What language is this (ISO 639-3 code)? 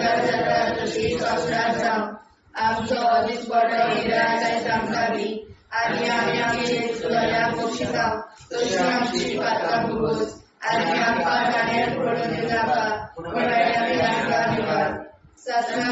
kok